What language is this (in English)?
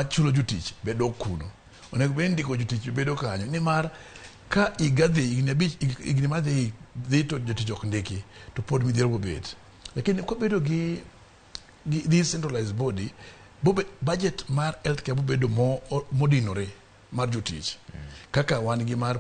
Luo (Kenya and Tanzania)